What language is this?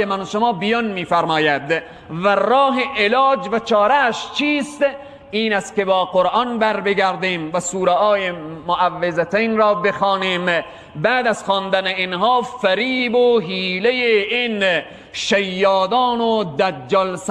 Tajik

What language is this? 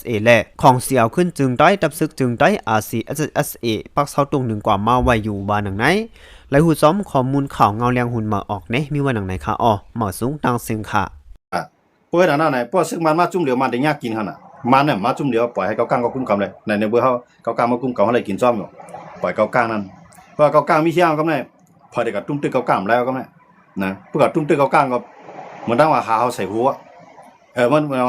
Shan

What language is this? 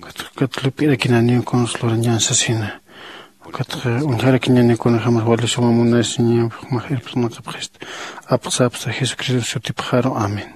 Aymara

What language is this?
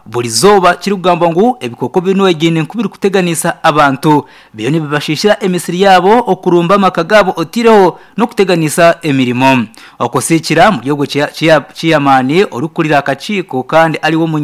Nyankole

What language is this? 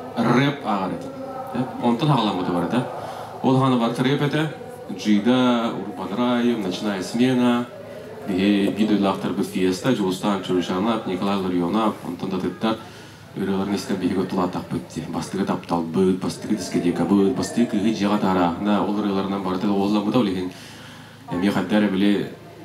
Yakut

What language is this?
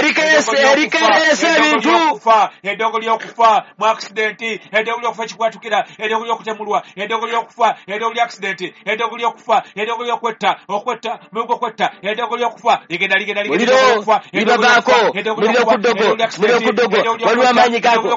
Ganda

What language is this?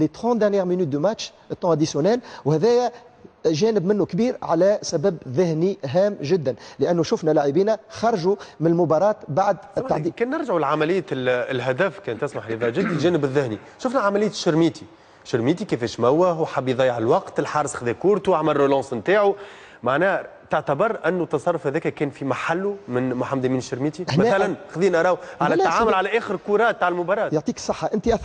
Tunisian Arabic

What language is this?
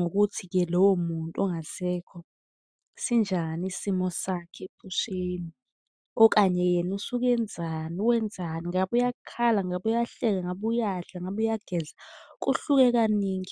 Zulu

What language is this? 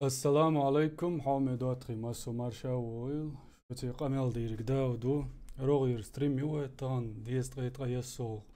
Chechen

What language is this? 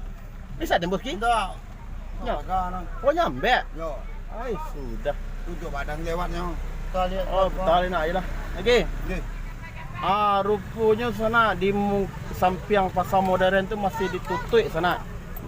Minangkabau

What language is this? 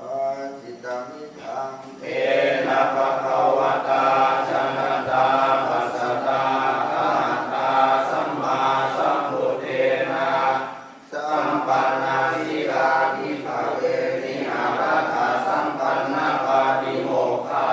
Pali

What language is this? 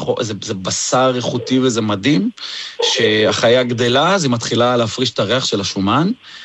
Hebrew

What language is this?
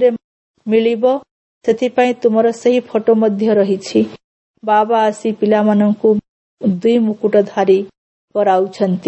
Odia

